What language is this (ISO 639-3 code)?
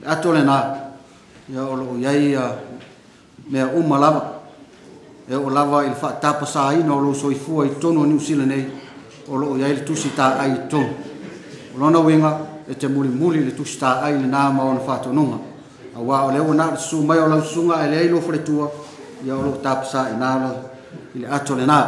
smo